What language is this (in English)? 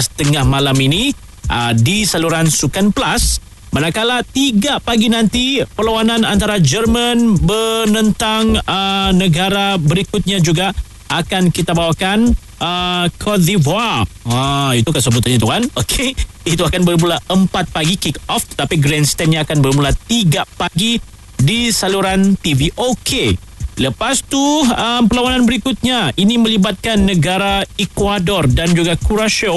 Malay